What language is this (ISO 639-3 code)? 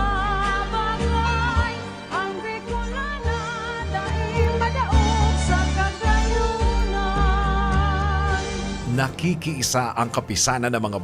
bik